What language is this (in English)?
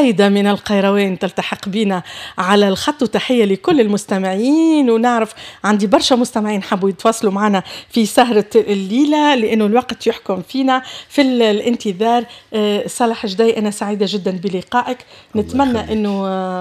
Tunisian Arabic